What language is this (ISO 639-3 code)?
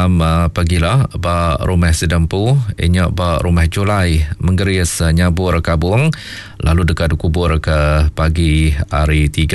iba